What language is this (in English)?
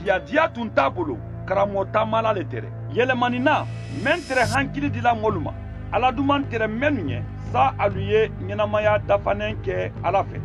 Mandingo